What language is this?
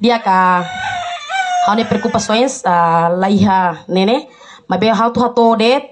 Tetum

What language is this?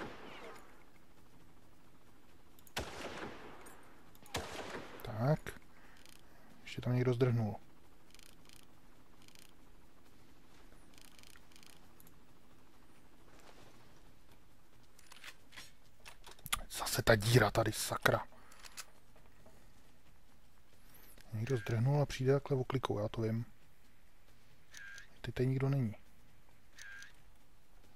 Czech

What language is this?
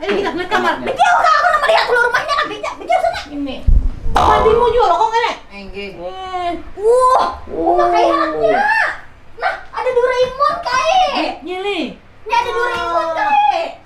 Banjar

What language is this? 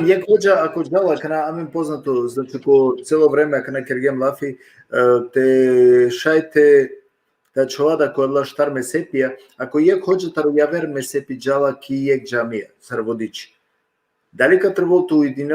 Balkan Romani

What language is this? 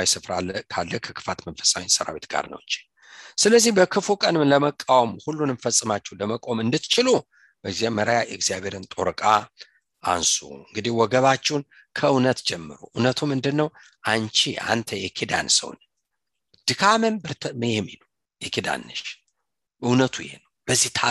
Amharic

